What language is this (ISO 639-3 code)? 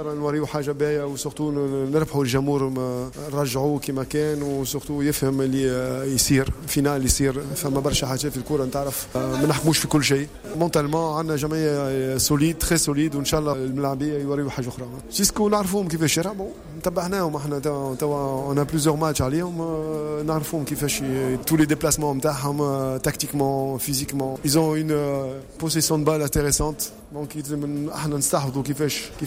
aeb